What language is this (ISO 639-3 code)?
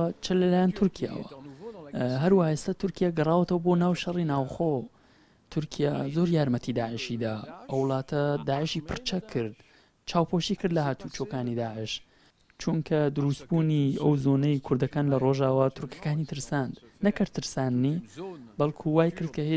ckb